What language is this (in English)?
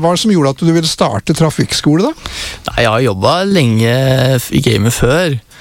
Norwegian